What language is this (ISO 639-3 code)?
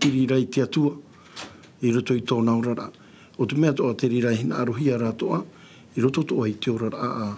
tah